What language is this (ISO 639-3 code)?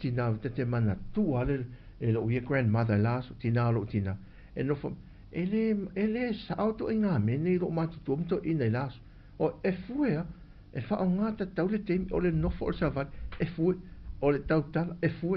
smo